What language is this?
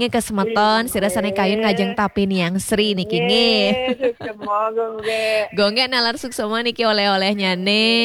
Balinese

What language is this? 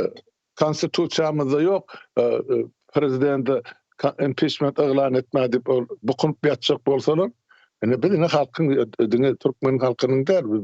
Turkmen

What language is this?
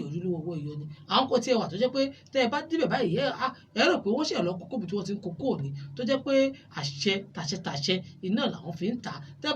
Yoruba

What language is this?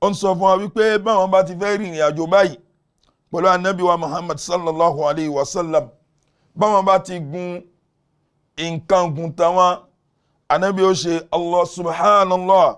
Yoruba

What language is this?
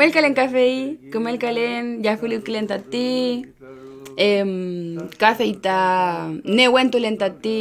Mapuche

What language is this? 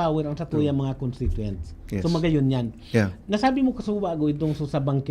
Bikol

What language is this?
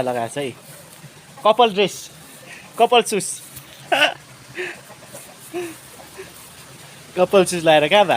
Nepali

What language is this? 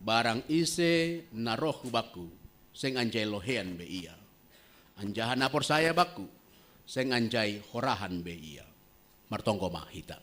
Batak Simalungun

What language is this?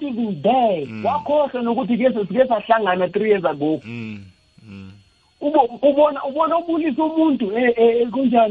South Ndebele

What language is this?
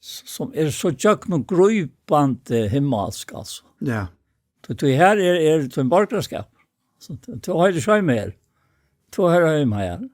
Faroese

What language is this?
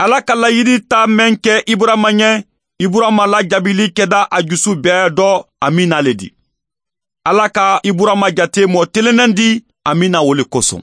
Mandingo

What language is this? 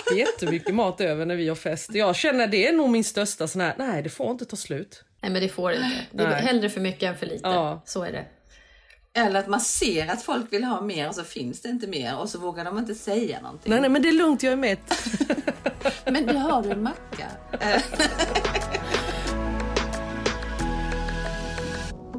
Swedish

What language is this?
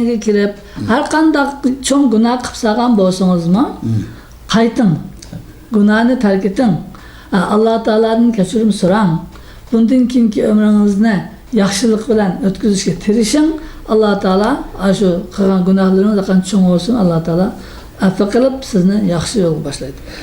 Uyghur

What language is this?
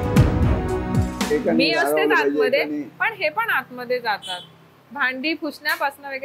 Marathi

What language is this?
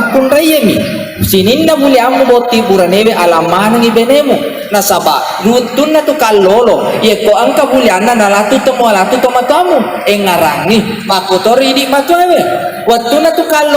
Buginese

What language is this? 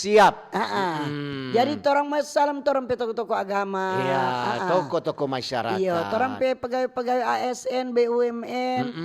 Manado Malay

